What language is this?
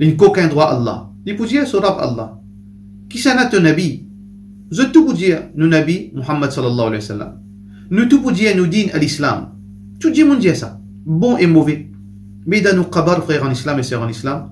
Morisyen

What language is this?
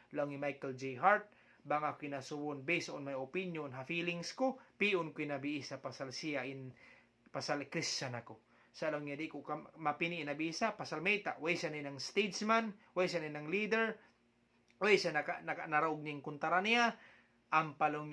Tausug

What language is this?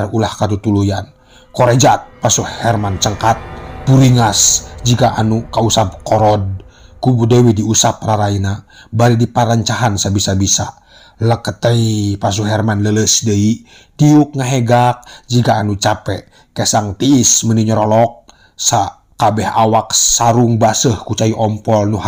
Sundanese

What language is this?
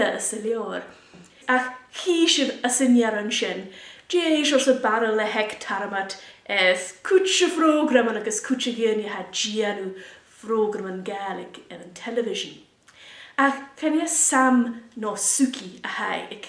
Scottish Gaelic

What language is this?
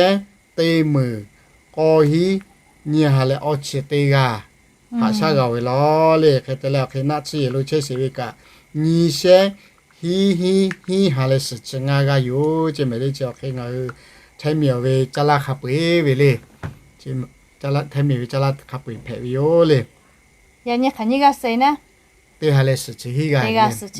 Lahu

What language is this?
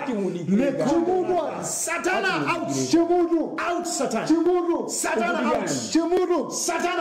Nyanja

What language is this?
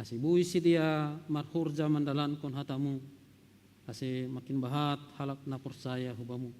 Batak Simalungun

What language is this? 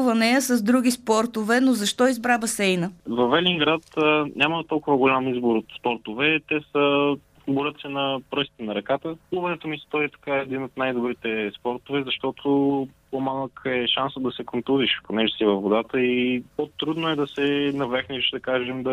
Bulgarian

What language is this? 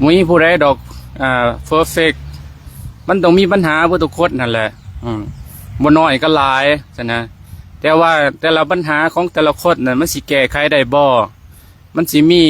Lao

